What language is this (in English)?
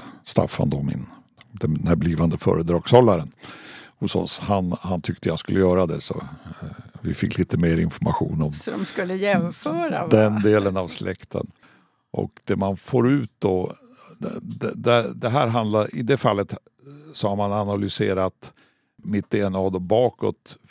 Swedish